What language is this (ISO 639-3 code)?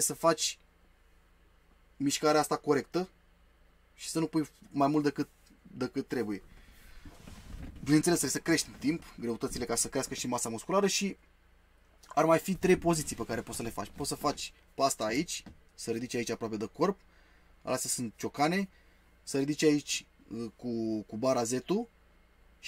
ron